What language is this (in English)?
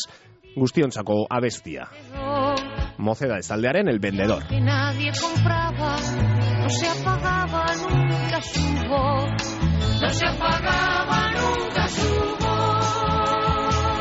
Basque